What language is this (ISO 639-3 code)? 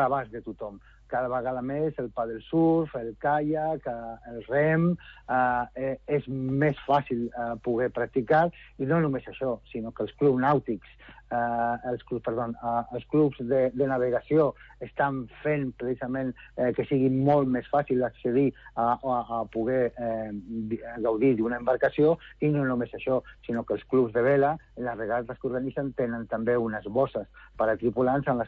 cat